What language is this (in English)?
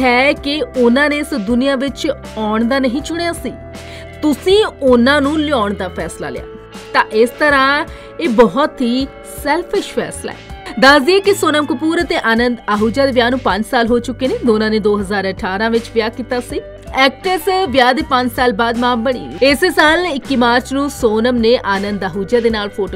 Punjabi